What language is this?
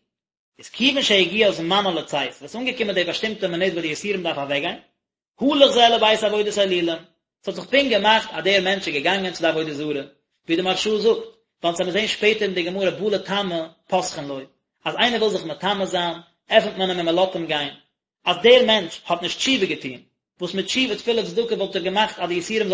Yiddish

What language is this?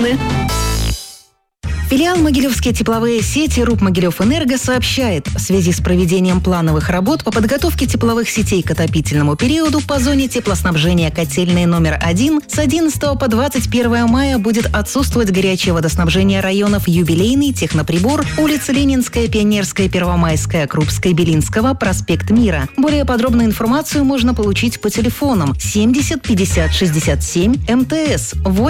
Russian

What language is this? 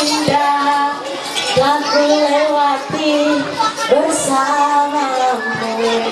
Ma'anyan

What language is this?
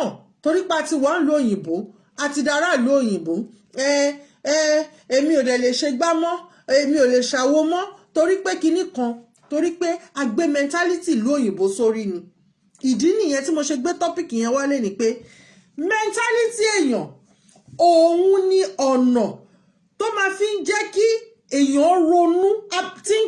Yoruba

